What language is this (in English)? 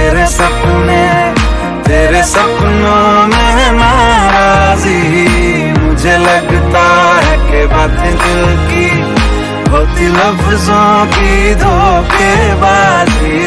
Hindi